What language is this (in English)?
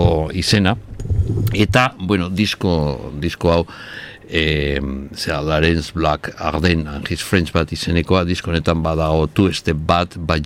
Basque